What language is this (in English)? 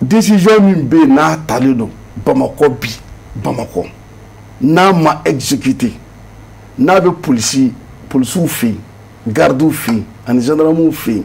Bambara